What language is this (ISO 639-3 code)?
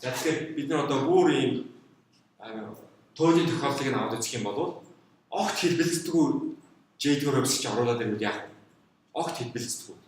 mon